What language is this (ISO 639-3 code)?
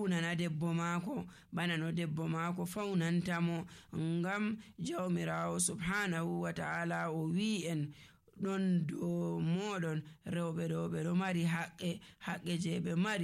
fuv